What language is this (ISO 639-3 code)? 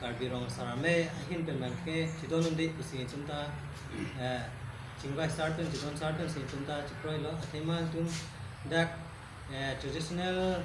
mjw